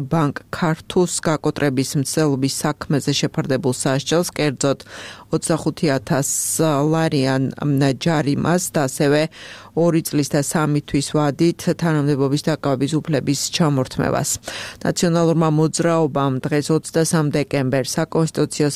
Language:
Georgian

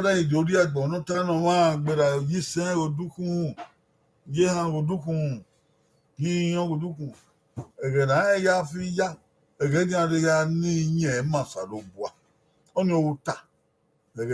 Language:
Bini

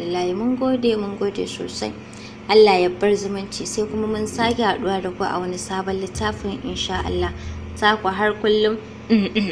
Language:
Hausa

